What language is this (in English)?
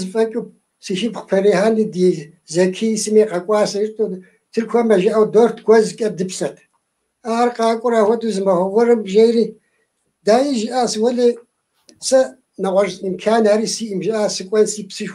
Kabardian